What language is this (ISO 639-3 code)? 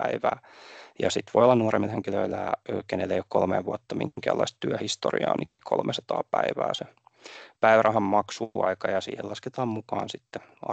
fin